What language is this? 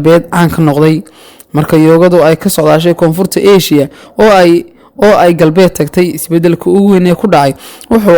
Somali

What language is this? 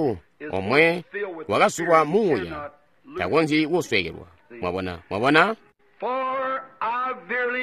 Tonga (Zambia)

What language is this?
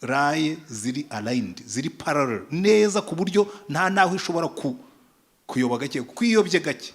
Kinyarwanda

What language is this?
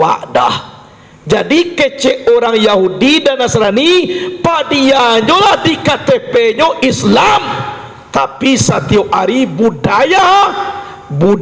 Minangkabau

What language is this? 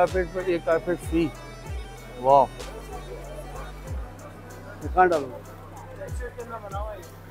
Hindi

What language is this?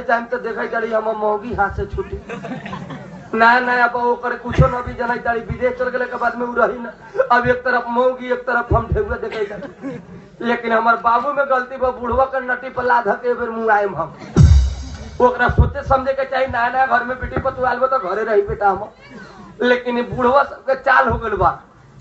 Bhojpuri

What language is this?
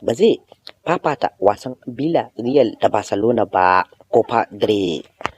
Hausa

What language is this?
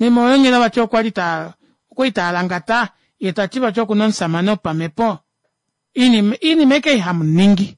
Kuanyama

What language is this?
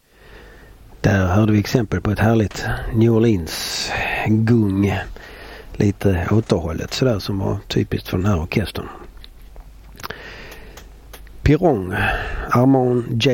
Swedish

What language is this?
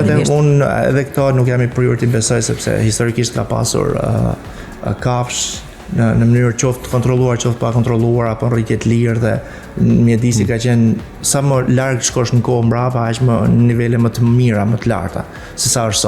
Albanian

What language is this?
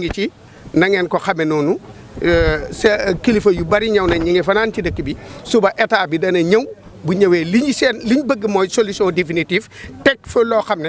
Wolof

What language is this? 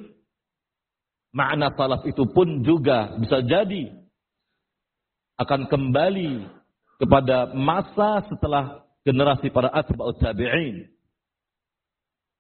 Indonesian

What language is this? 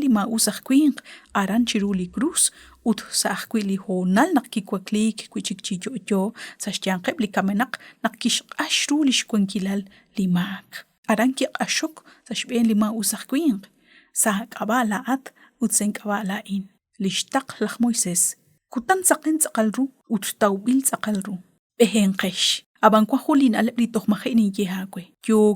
Kekchí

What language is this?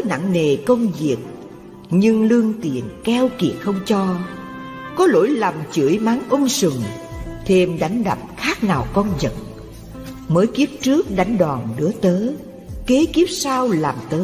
Vietnamese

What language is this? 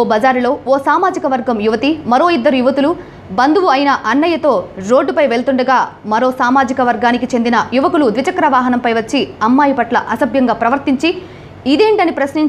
Telugu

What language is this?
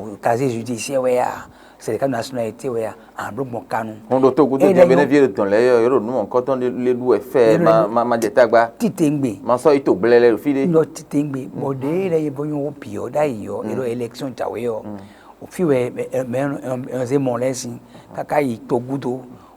Fon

